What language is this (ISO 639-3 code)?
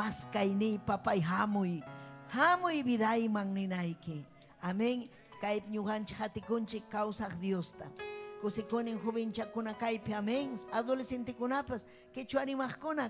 quy